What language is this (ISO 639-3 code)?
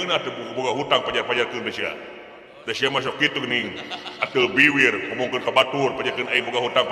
sun